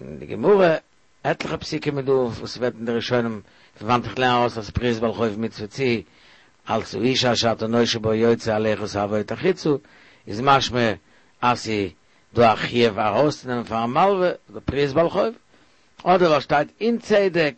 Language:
Yiddish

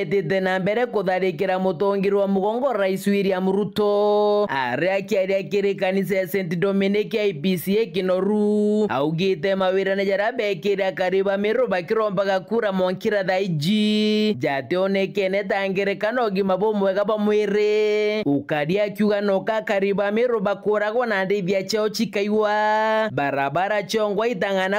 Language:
Meru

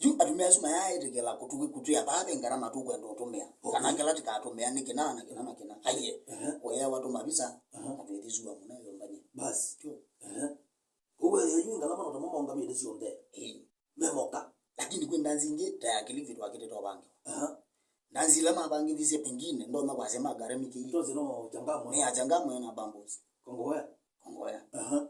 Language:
Kamba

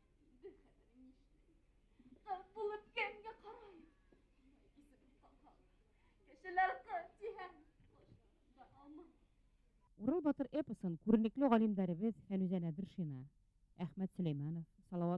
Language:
Bashkir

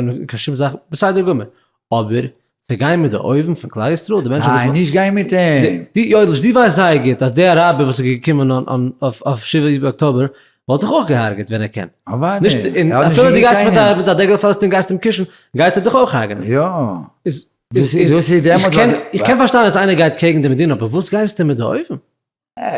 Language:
Yiddish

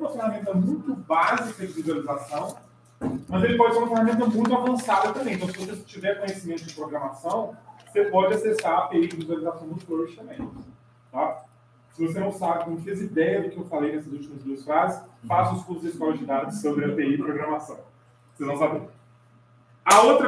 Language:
Portuguese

